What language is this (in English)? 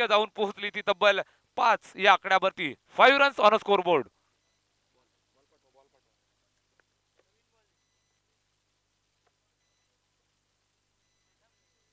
Marathi